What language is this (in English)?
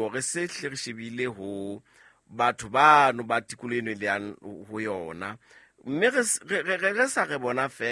Southern Sotho